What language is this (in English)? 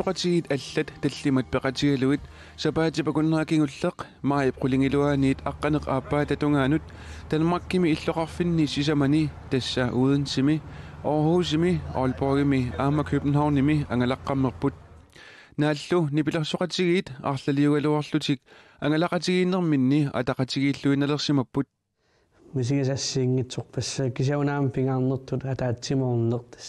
Kalaallisut